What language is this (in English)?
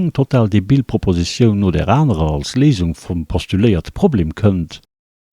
Luxembourgish